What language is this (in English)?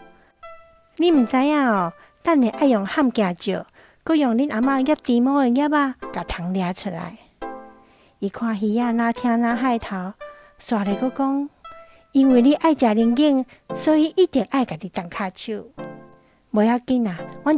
Min Nan Chinese